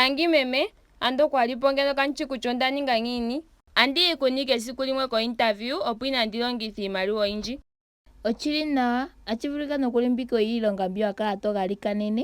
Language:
Ndonga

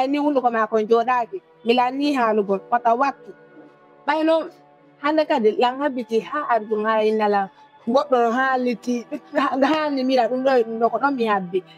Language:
Fula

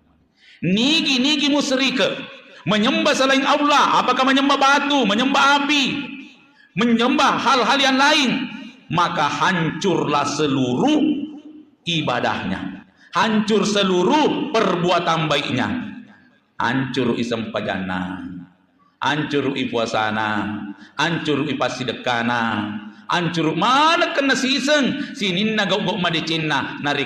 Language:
Buginese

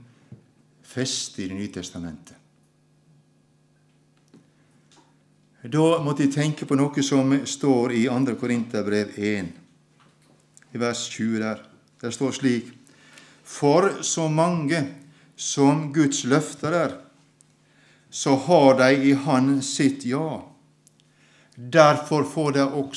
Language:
Norwegian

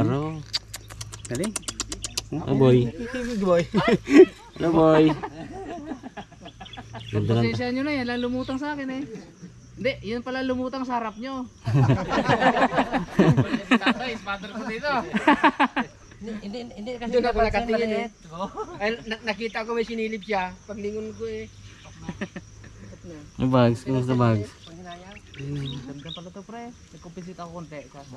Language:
Filipino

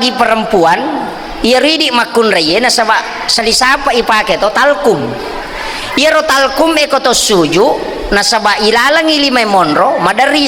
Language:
Buginese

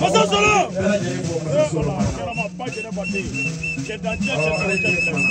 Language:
Bambara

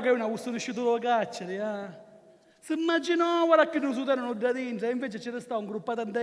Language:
Sicilian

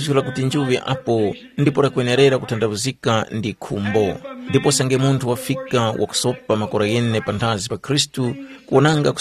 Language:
Tumbuka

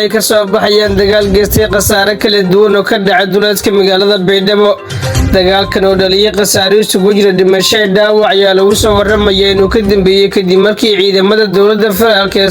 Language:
Somali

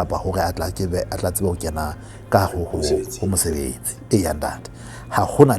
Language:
Southern Sotho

